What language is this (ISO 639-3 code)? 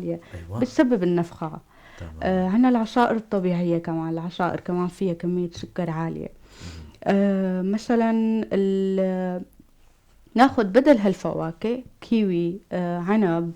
apc